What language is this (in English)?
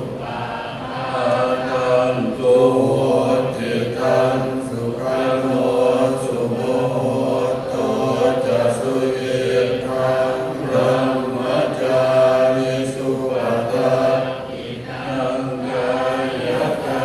Pali